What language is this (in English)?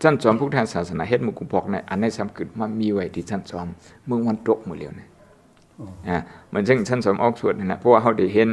Shan